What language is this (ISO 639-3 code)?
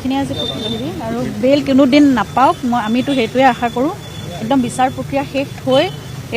asm